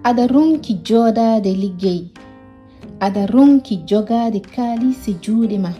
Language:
Fula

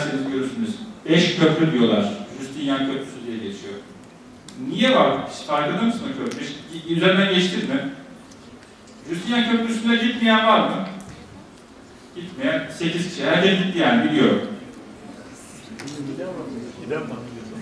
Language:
Turkish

